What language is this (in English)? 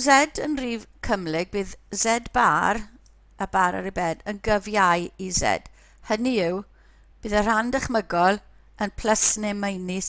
Welsh